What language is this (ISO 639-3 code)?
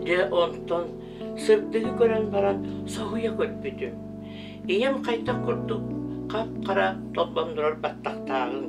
sah